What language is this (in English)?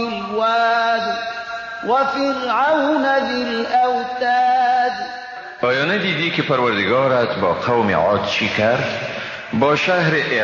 Persian